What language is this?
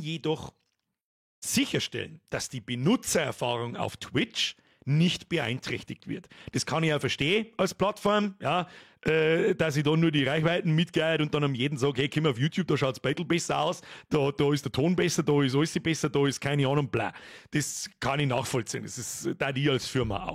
Bavarian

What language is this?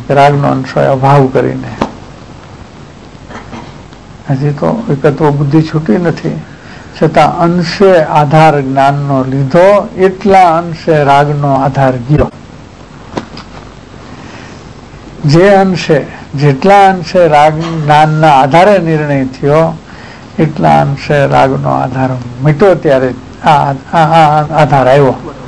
Gujarati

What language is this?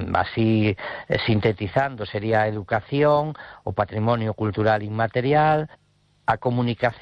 Galician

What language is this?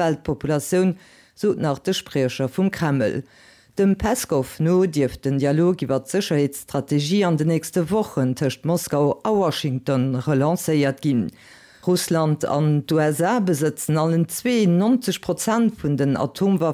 Luxembourgish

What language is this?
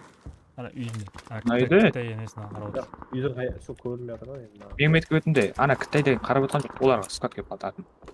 Kara-Kalpak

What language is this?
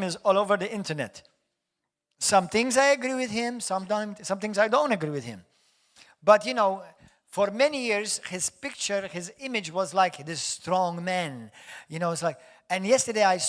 English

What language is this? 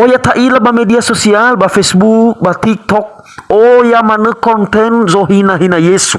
Nias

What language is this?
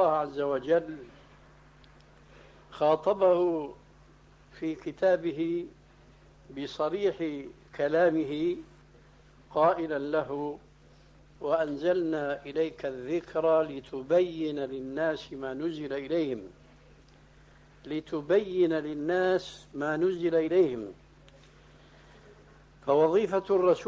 Arabic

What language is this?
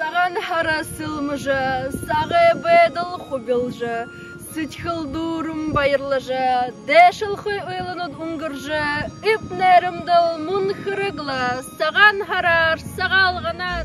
Buriat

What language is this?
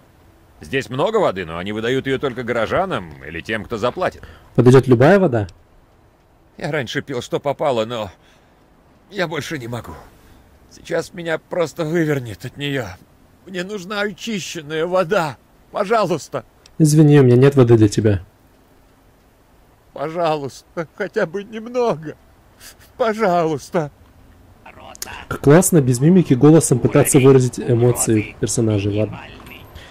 Russian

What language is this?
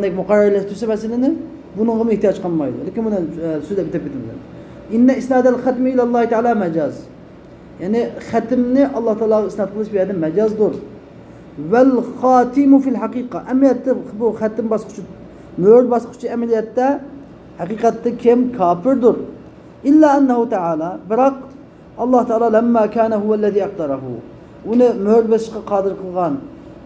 Uyghur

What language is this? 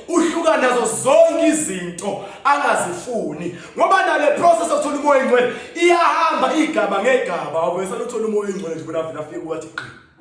Zulu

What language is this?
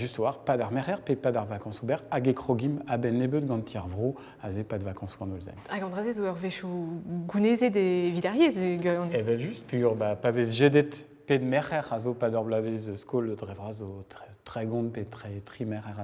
Breton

